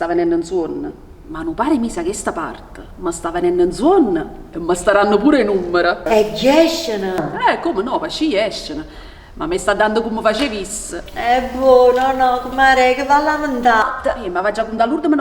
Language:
Neapolitan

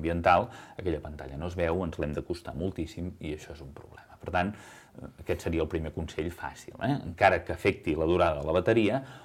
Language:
Catalan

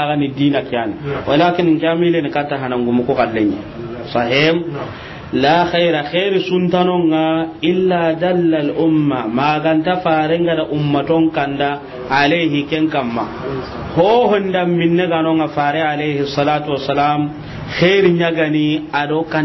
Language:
Soninke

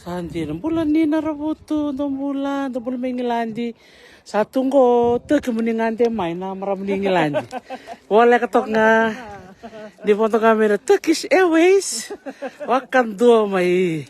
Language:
Fijian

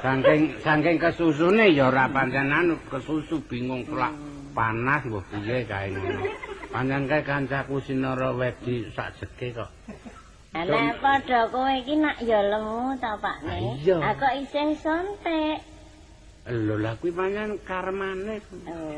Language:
Javanese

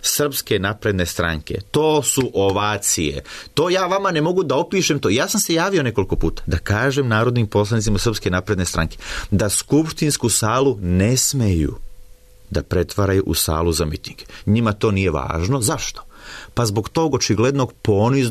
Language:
Serbian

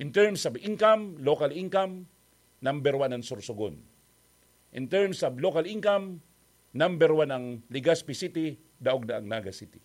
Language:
Bikol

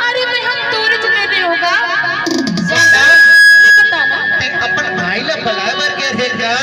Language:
Chhattisgarhi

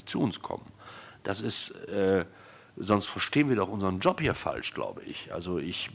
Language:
German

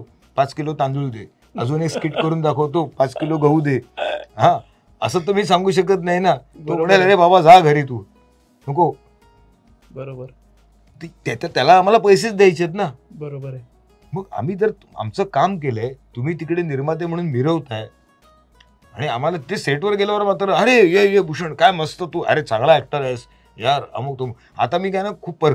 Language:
Marathi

